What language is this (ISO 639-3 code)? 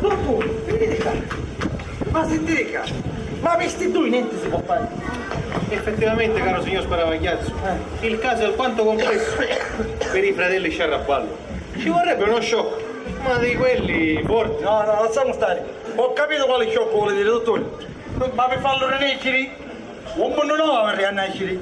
scn